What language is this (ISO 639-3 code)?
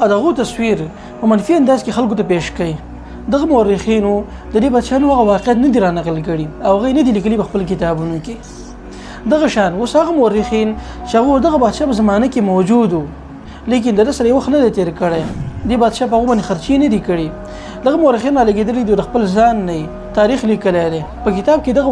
pus